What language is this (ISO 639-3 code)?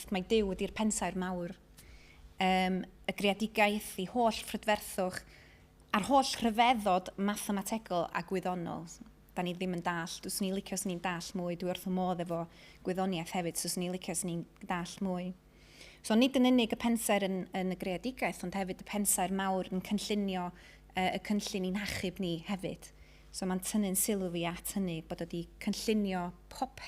cym